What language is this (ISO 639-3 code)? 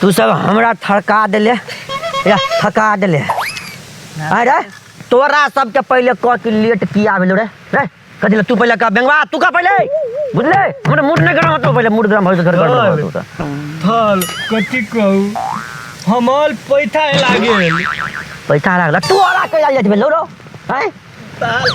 mai